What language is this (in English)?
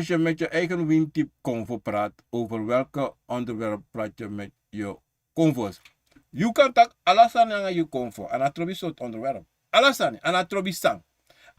Sranan Tongo